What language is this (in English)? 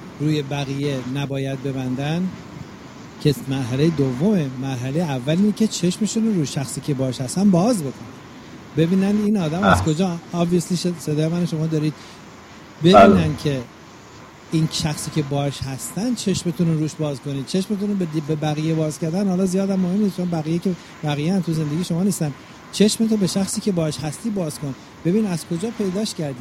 Persian